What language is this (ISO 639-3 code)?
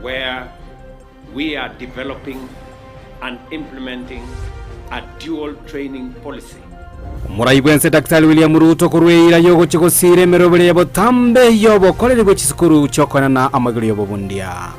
guz